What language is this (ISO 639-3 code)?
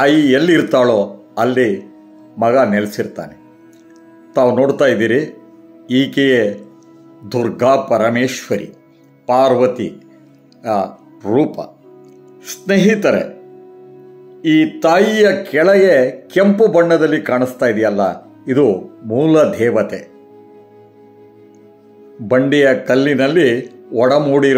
kan